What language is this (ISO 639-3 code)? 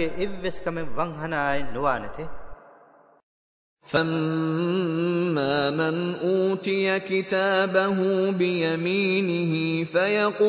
ara